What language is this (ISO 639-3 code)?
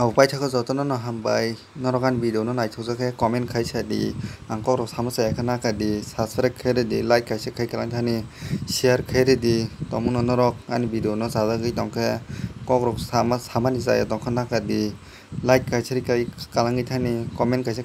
trp